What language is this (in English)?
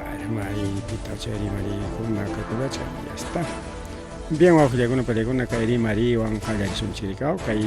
Ayacucho Quechua